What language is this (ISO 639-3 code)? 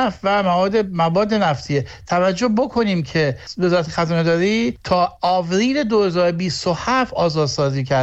fas